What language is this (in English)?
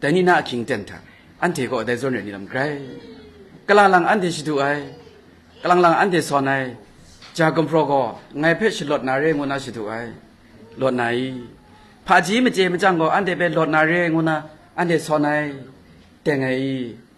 Kachin